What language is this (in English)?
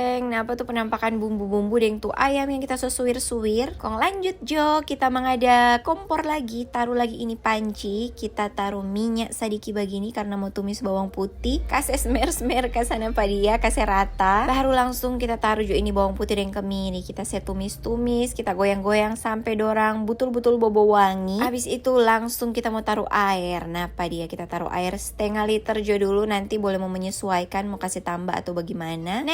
Manado Malay